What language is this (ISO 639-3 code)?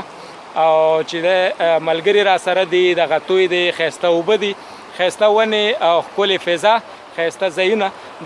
pus